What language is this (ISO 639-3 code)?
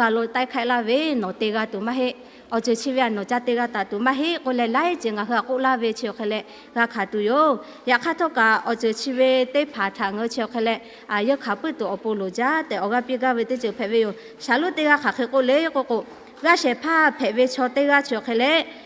lhu